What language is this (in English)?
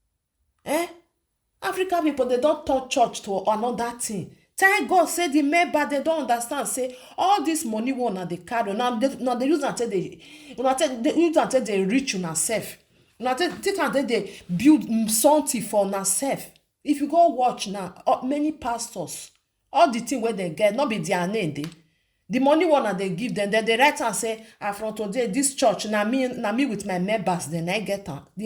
Nigerian Pidgin